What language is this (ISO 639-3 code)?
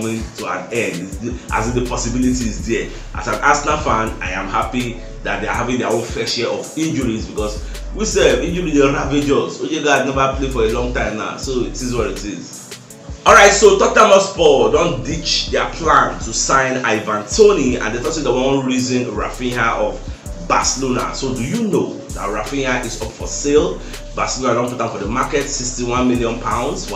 pcm